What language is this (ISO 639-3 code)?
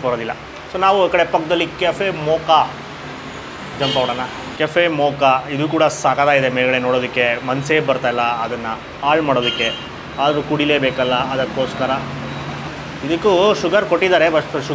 kan